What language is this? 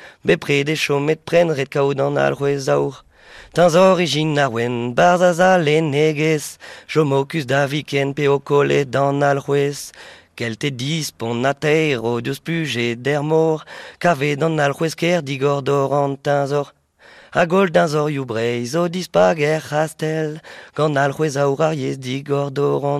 Breton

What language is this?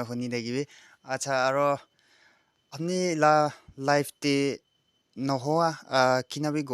Naga Pidgin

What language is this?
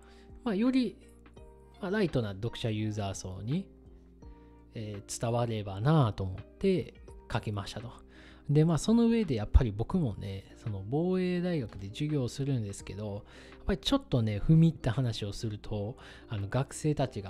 Japanese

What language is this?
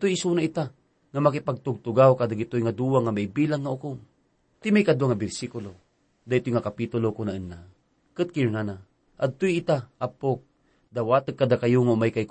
Iloko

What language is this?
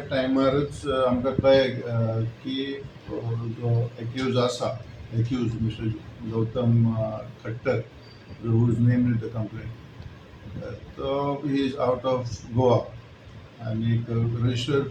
Konkani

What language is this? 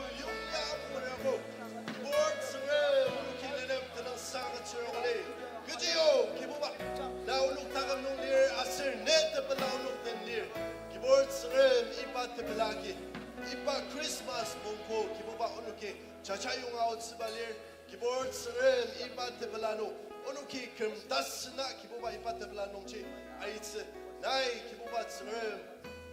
Ao Naga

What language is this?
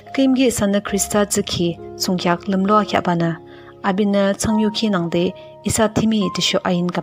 Yimchungru Naga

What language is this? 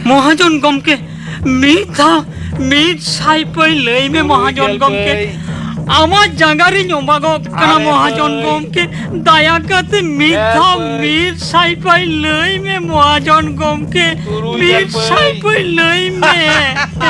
Santali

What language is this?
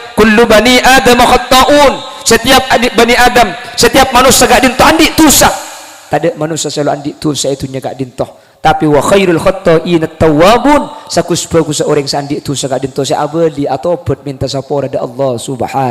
Madurese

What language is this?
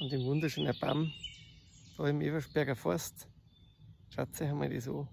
Bavarian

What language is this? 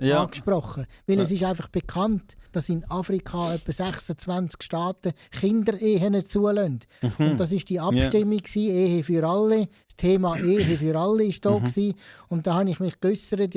Swiss German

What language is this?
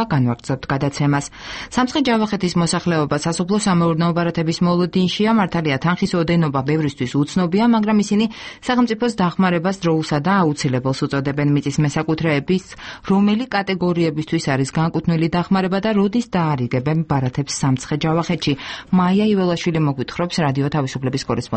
Georgian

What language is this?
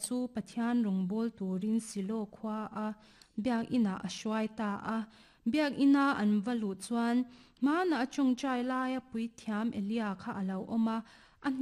Mizo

